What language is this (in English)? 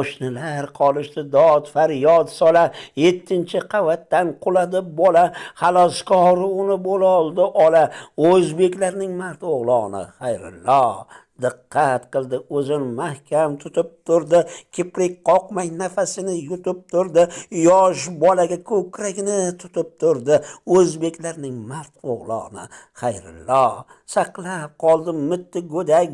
Uzbek